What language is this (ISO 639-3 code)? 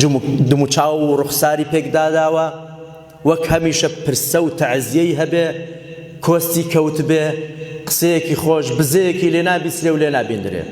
ckb